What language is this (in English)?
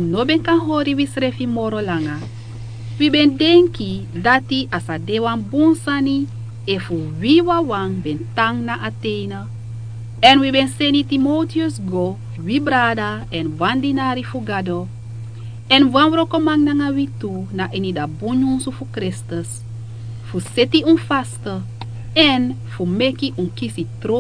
Sranan Tongo